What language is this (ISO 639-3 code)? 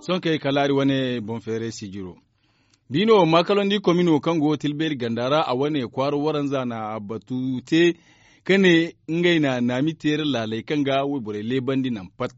dje